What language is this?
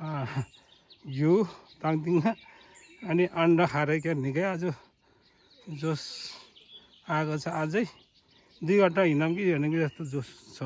Nepali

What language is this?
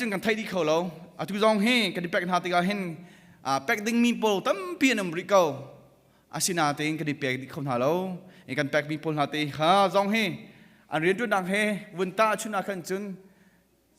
Hakha Chin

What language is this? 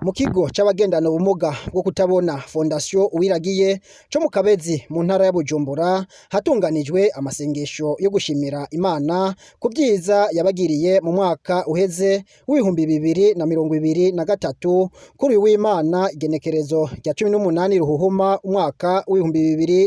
Rundi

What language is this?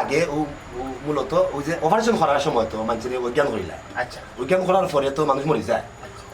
Sylheti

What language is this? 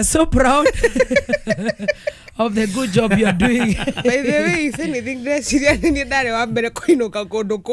Kikuyu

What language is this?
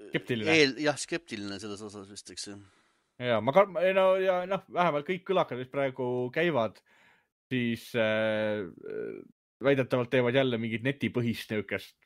Estonian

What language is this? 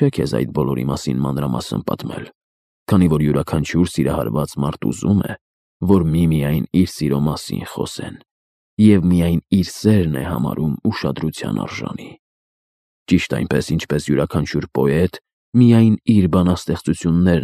Armenian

